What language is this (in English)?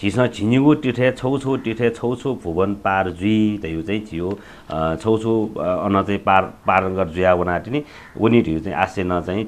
Newari